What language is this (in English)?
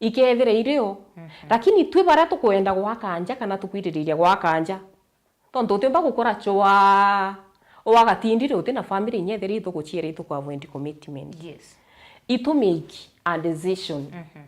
Meru